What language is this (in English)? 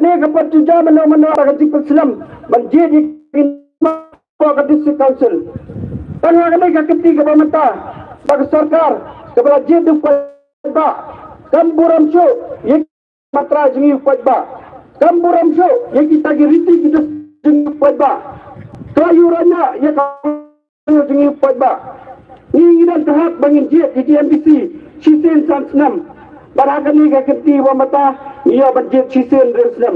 Khasi